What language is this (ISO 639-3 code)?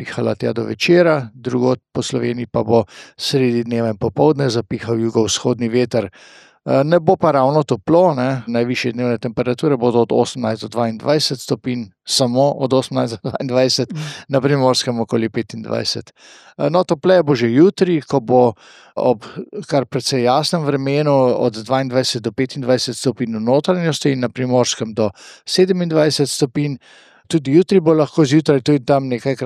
slv